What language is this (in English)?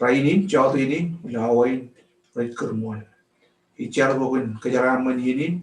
Marshallese